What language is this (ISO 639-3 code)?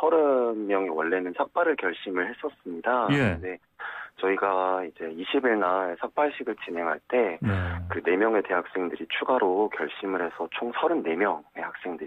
kor